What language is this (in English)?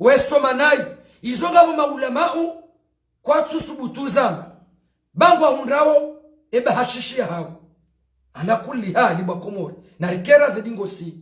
Ngazidja Comorian